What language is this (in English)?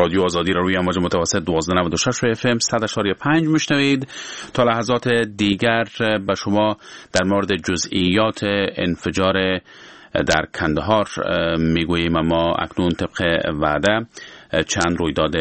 Persian